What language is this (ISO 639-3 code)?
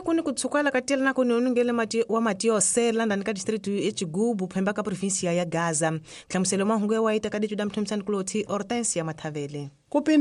tso